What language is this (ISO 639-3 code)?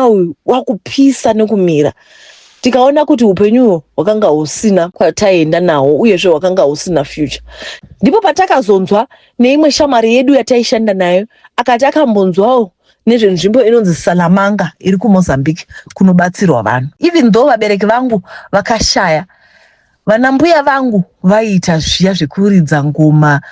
sna